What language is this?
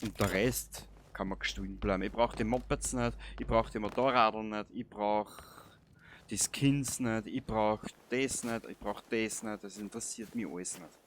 Bavarian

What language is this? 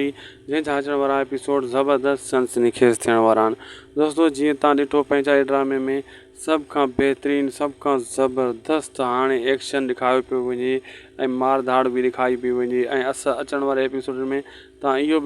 Sindhi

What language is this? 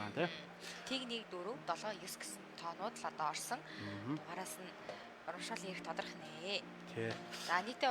Mongolian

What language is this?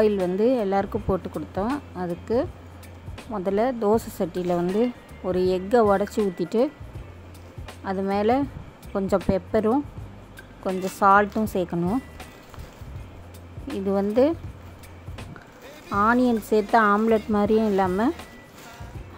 Tamil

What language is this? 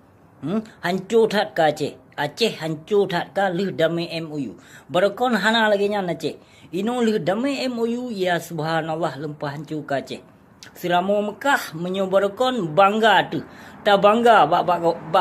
Achinese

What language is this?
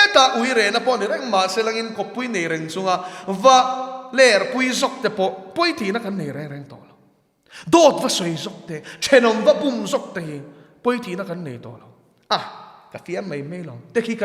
Mizo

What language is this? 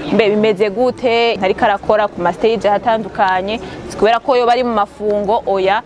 Rundi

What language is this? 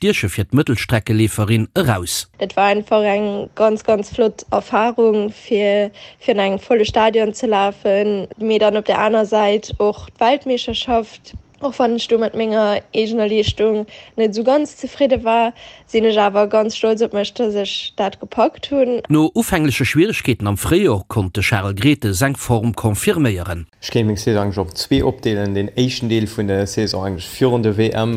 Luxembourgish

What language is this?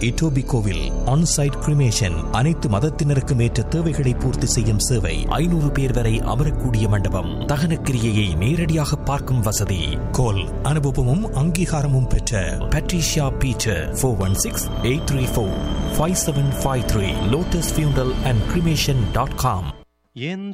Tamil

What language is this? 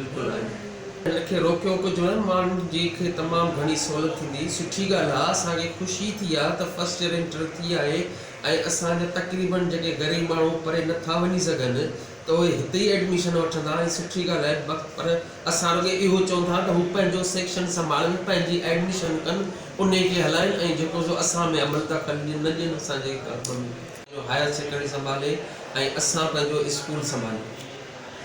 Sindhi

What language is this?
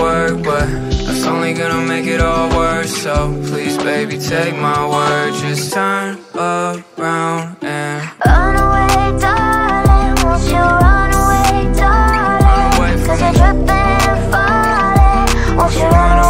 English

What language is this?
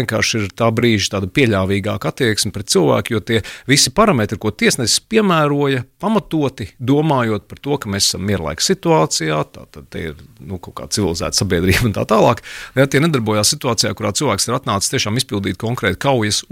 Latvian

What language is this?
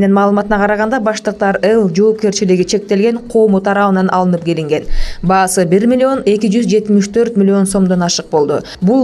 Kyrgyz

